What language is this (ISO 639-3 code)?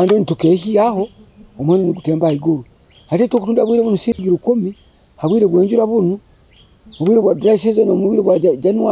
nyo